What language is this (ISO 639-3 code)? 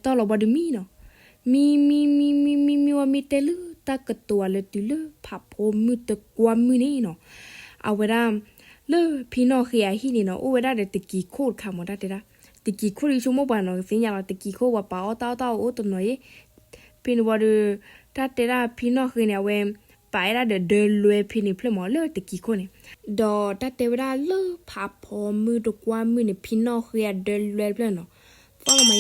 ksw